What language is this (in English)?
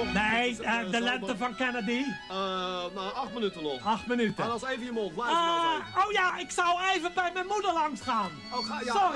Dutch